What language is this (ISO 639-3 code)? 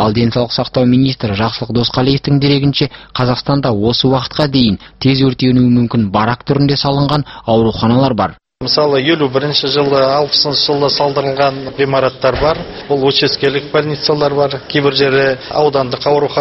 kaz